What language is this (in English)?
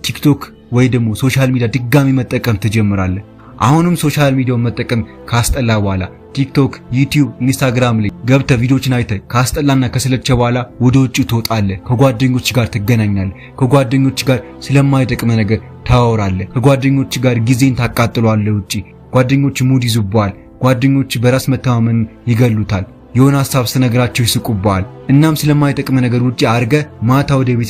Amharic